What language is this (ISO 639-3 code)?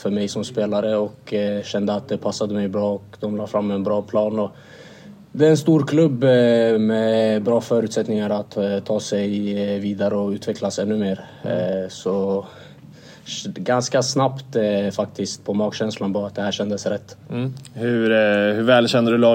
swe